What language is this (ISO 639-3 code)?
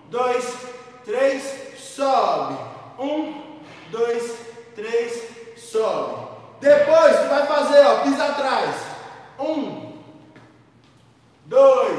por